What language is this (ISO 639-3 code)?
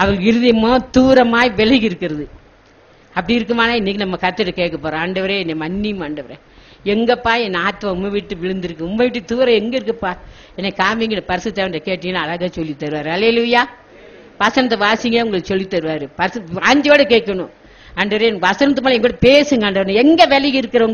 tam